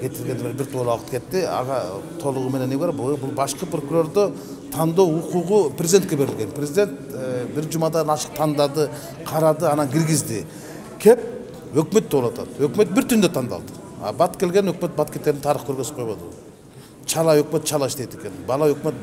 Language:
Kyrgyz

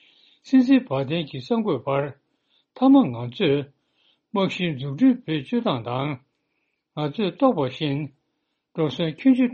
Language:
Tibetan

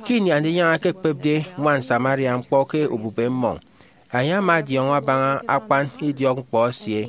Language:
Efik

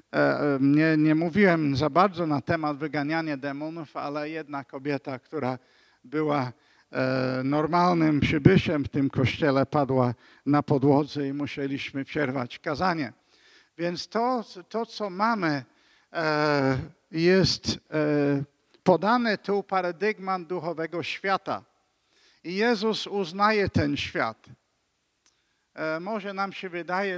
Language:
Polish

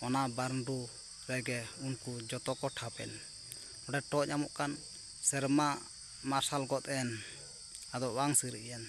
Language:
Santali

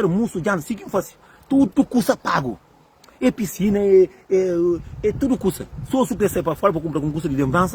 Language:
Kabuverdianu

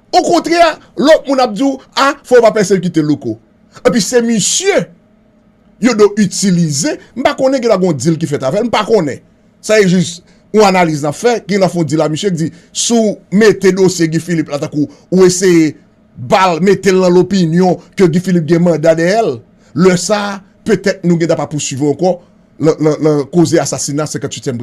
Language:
Haitian Creole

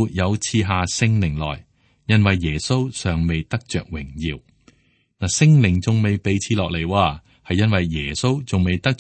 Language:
Cantonese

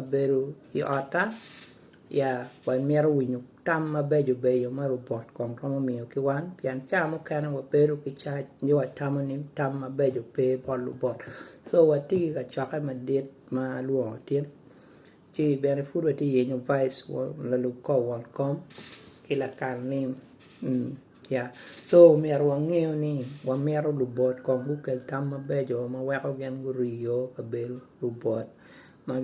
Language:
Acoli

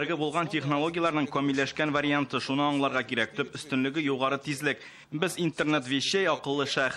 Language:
Tatar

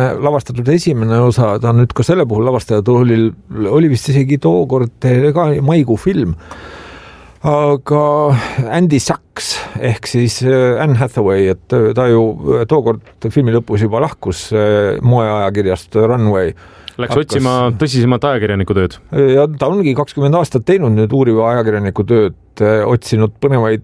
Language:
Estonian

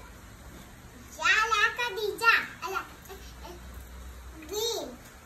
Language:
Malayalam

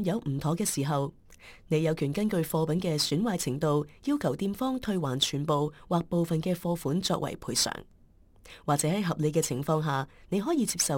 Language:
Cantonese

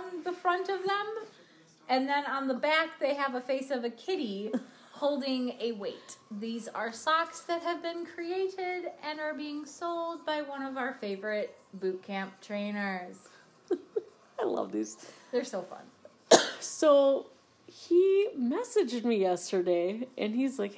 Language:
English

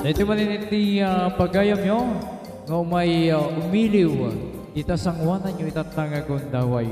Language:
Iloko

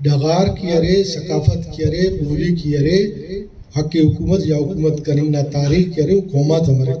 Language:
Brahui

